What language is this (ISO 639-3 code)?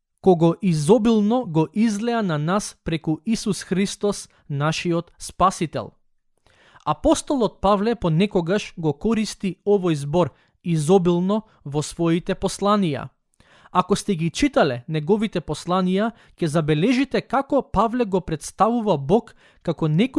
mkd